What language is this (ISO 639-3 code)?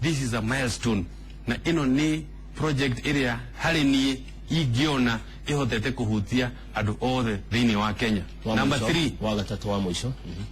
kik